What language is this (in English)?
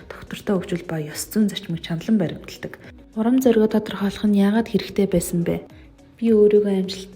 Mongolian